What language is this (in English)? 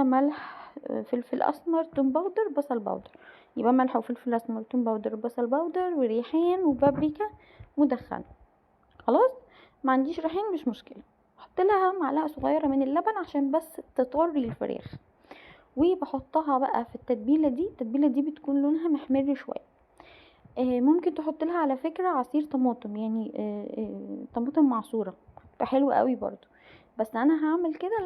Egyptian Arabic